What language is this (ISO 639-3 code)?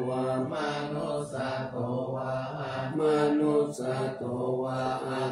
pli